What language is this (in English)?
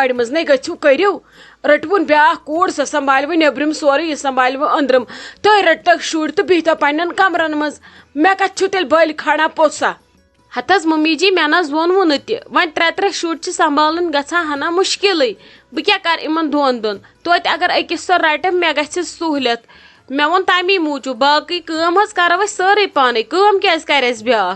Kashmiri